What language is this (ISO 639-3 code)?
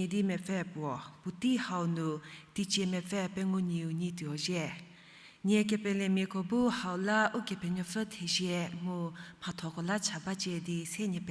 njm